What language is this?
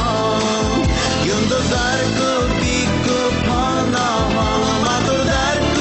Bashkir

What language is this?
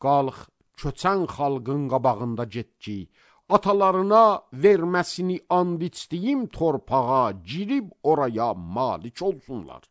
Azerbaijani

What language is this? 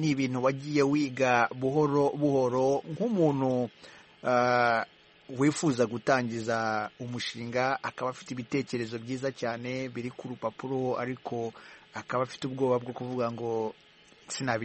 Kinyarwanda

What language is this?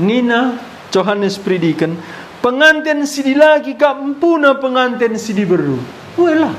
Batak Karo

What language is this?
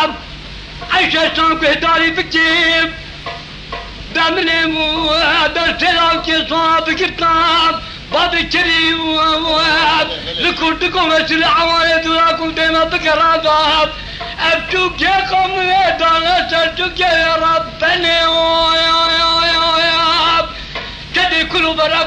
Kurdish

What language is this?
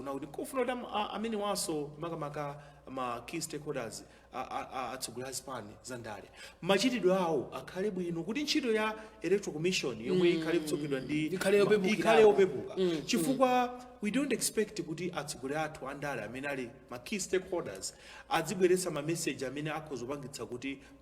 Nyanja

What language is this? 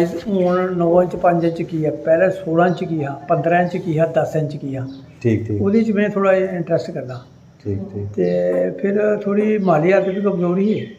Dogri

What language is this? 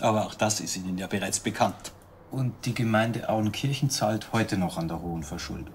Bavarian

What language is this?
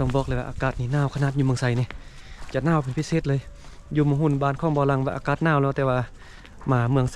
Lao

